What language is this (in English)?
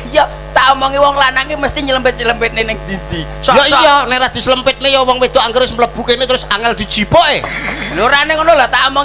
Javanese